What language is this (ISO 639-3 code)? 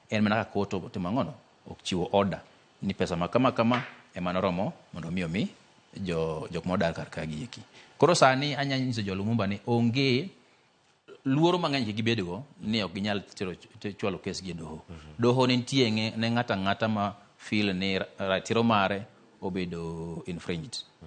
luo